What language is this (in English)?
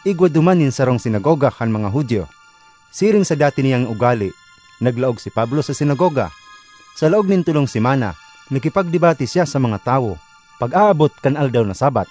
Bikol